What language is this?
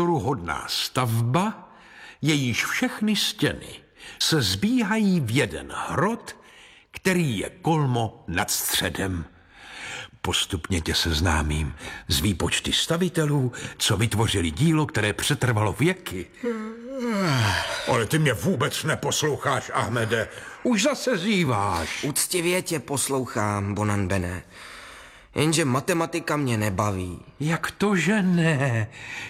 Czech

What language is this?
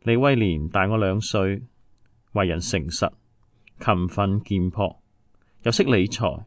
Cantonese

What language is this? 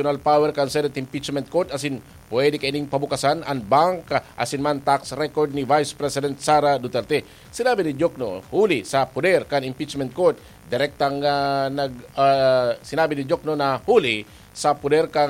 Bikol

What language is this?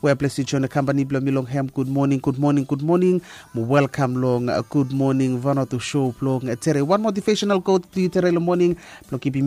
Bislama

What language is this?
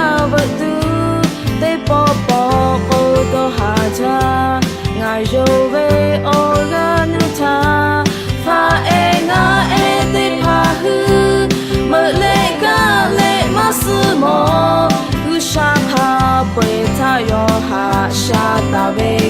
Lahu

